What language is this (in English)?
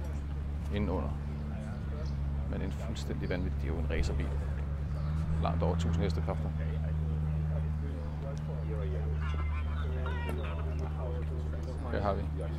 Danish